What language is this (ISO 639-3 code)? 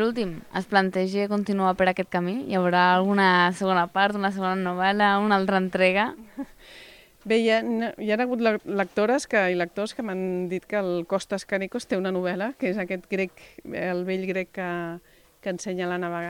cat